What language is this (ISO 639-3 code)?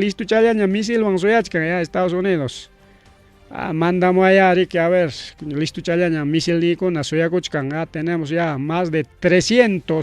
quy